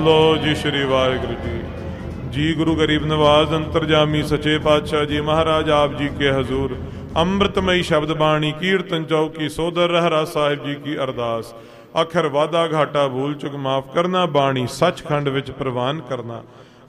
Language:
Punjabi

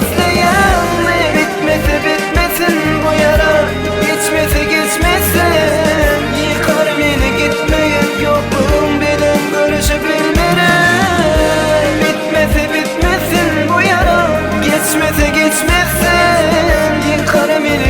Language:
Turkmen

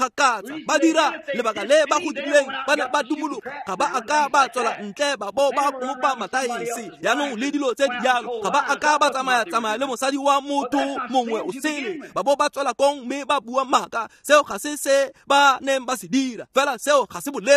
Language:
Tswana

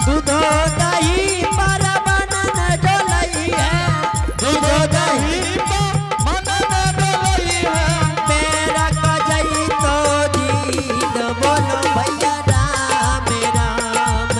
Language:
Angika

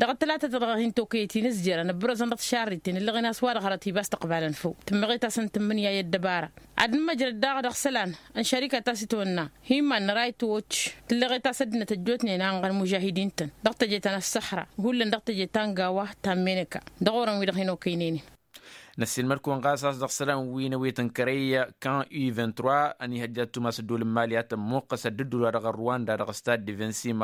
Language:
Tamasheq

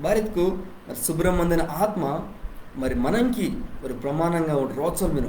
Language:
Koya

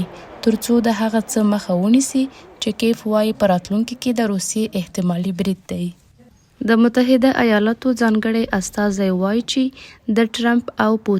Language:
Pashto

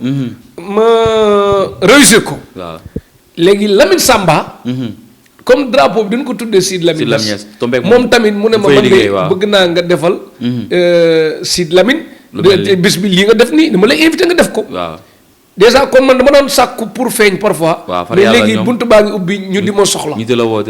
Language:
Wolof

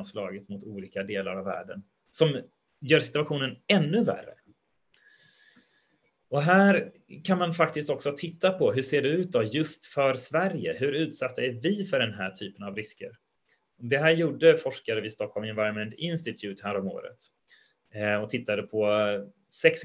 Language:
Swedish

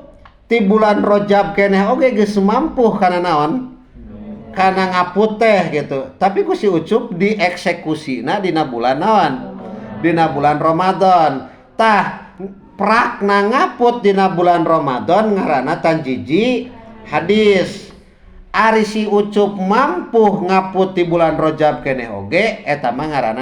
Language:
Sundanese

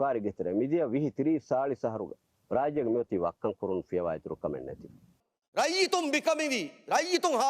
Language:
Divehi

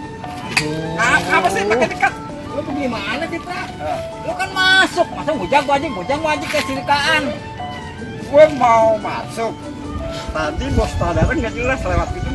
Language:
Betawi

